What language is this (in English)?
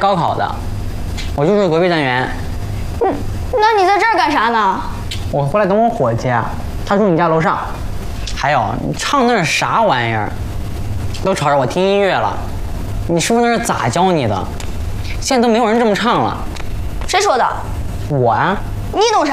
Chinese